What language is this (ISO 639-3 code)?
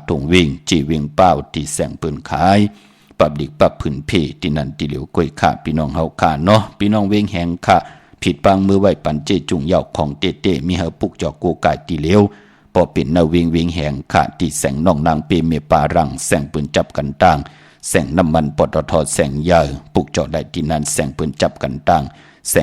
shn